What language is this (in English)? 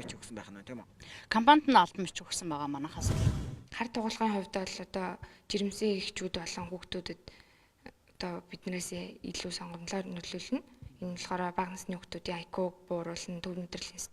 Mongolian